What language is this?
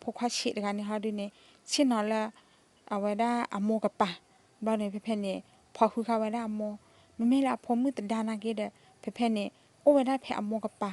S'gaw Karen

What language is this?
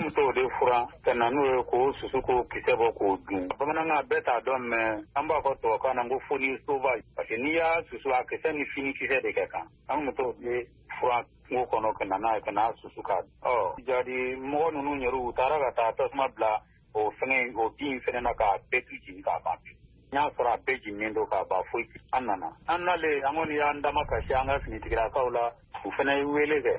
Bambara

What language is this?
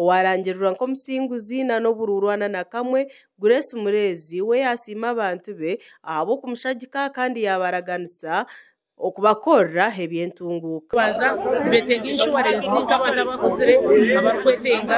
Nyankole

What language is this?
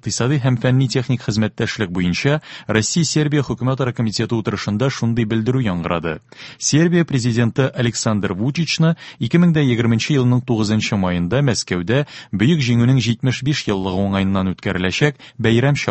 Tatar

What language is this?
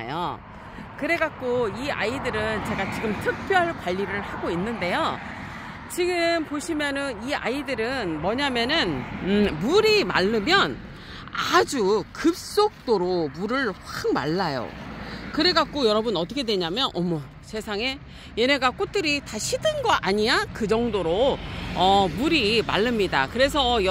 Korean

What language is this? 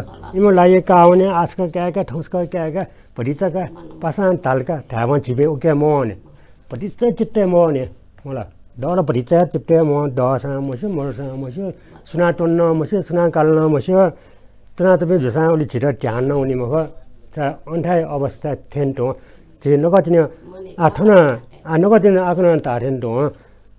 Newari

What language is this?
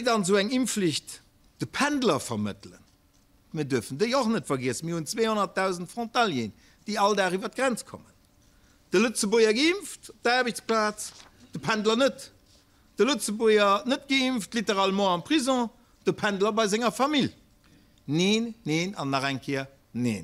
Luxembourgish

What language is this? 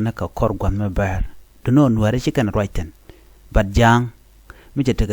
Nuer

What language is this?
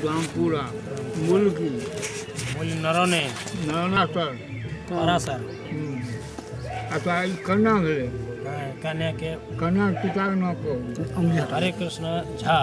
Maithili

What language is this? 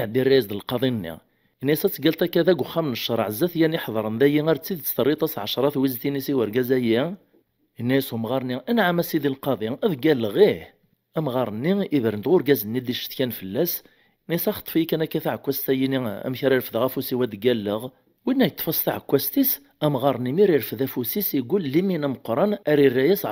Kabyle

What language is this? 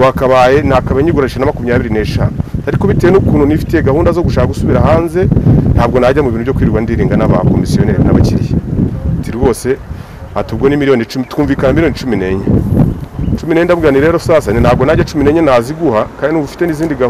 Kinyarwanda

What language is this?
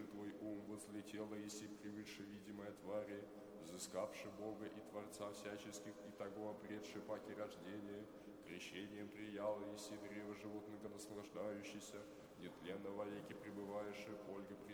Church Slavic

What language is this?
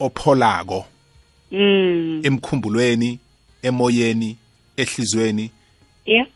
South Ndebele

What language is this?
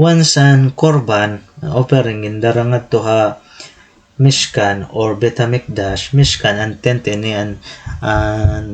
Waray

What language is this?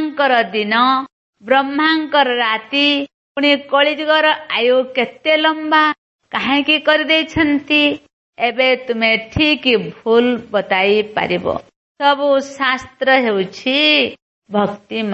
Odia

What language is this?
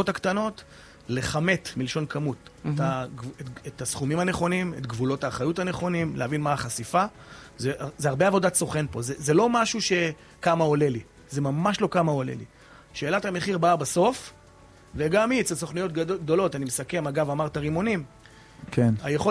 Hebrew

